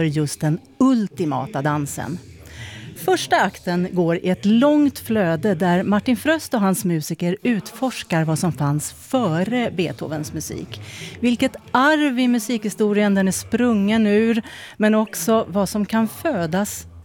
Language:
Swedish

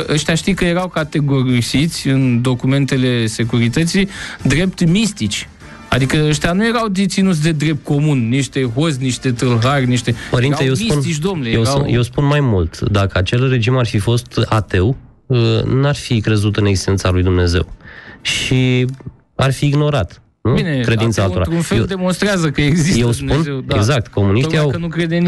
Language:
Romanian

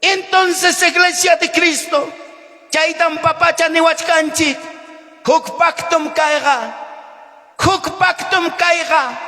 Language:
Ayacucho Quechua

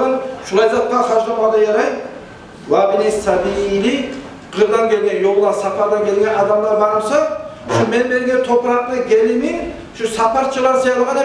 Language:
Kumyk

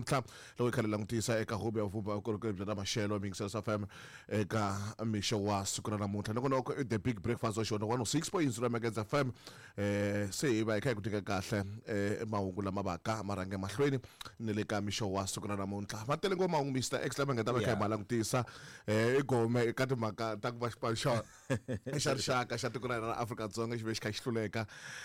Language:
Tsonga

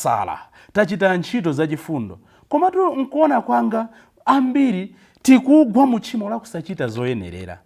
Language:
Nyanja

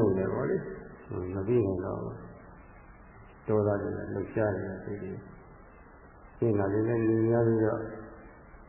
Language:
Burmese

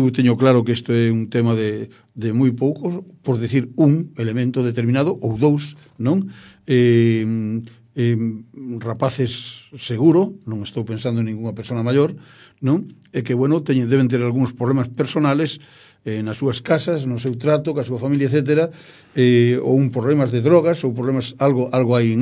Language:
Galician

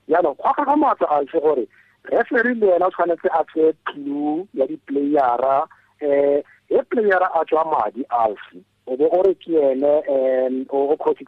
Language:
Tswana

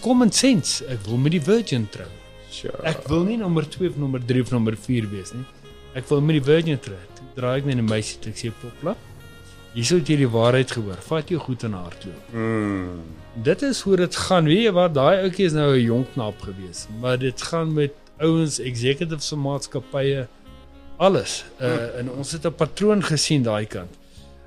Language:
Afrikaans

